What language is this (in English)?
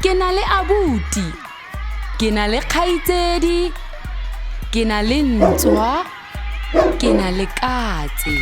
Tswana